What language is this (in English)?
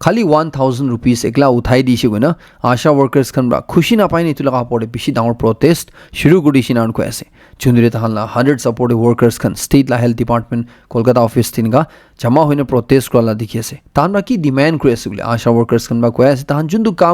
Naga Pidgin